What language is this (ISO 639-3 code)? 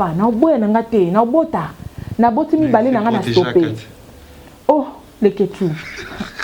lin